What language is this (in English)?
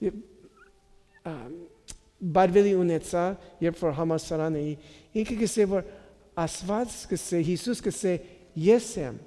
Armenian